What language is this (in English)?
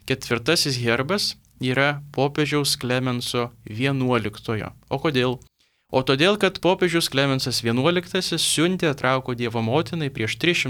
Lithuanian